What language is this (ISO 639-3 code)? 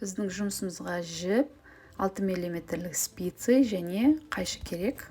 kaz